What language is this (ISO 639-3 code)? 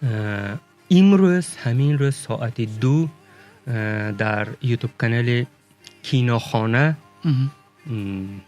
tgk